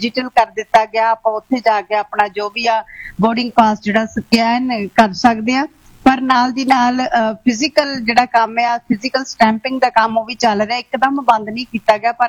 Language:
Punjabi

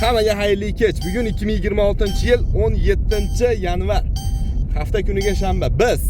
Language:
Uzbek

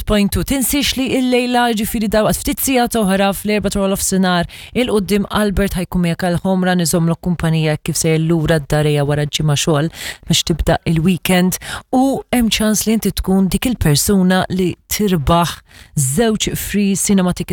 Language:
Maltese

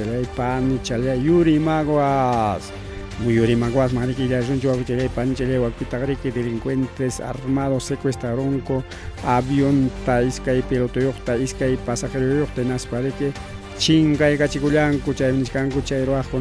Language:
Ayacucho Quechua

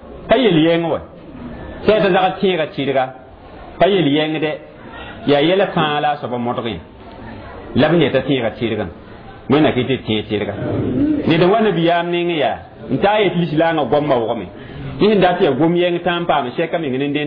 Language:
Mossi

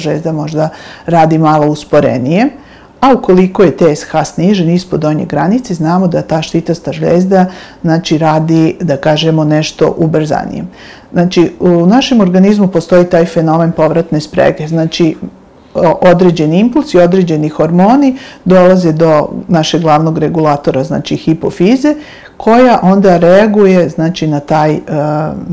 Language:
Serbian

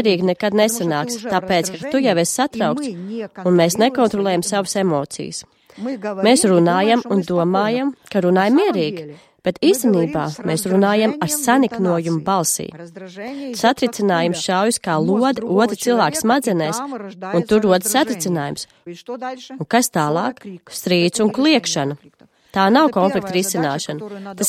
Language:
Latvian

